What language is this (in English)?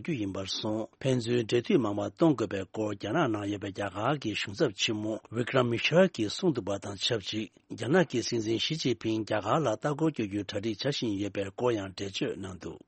Tibetan